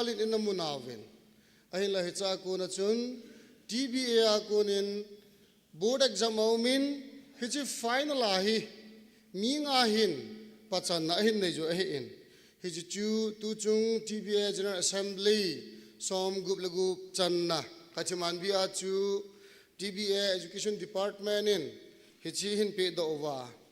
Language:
Thado Chin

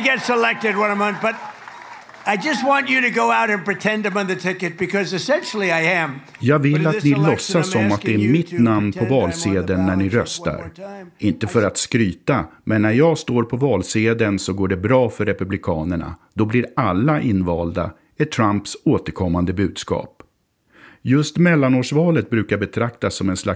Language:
Swedish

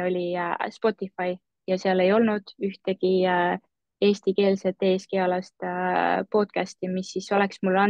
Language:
Estonian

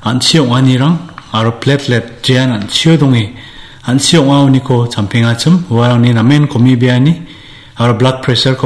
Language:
Garo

